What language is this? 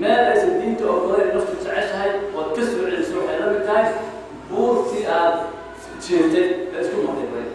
Somali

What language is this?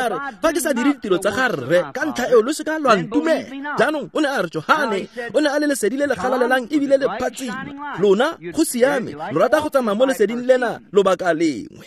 Tswana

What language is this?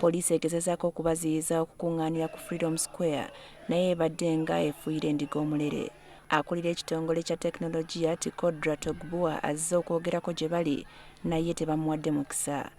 Ganda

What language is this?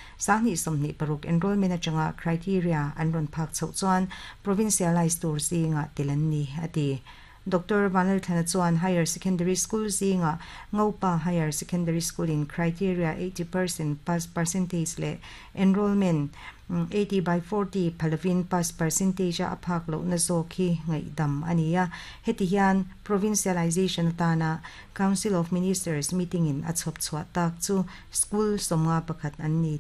Mizo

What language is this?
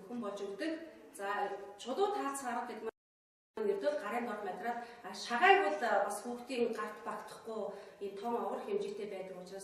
Mongolian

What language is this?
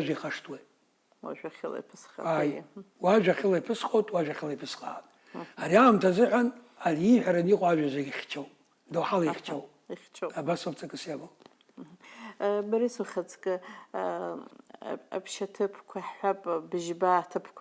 Abkhazian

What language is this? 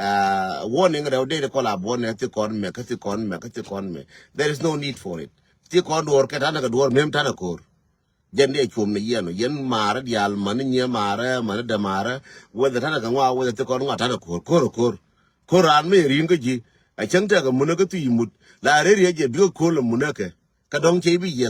Nuer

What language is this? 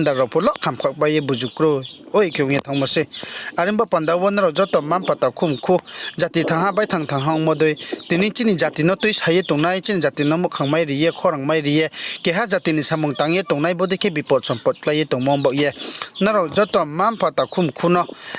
Riang (India)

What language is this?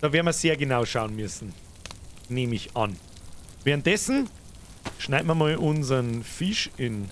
Bavarian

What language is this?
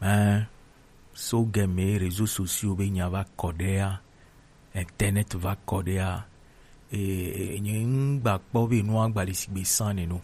Gen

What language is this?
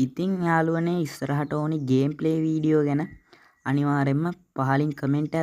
Sinhala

